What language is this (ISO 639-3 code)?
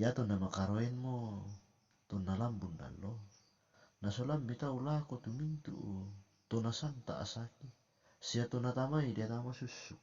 sda